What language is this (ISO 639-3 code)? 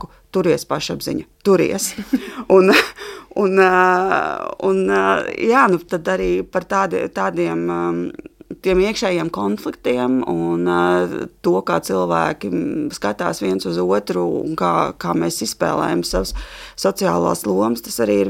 lav